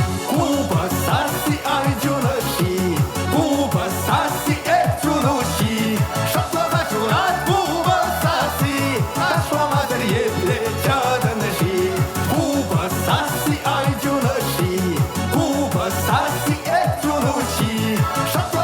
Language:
Chuvash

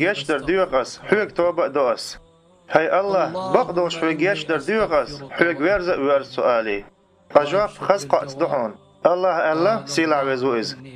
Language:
Chechen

